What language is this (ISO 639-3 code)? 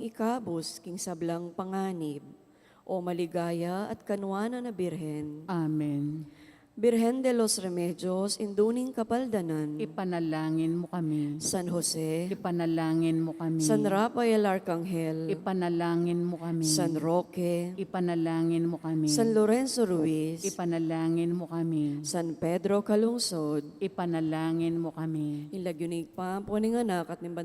pam